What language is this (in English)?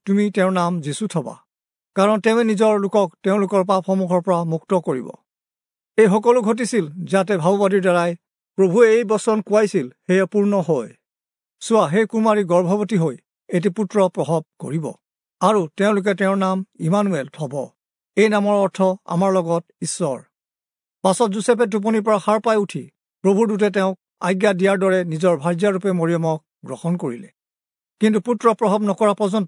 Assamese